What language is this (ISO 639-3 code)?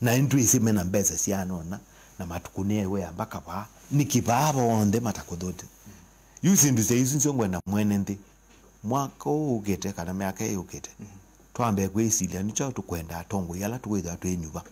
kam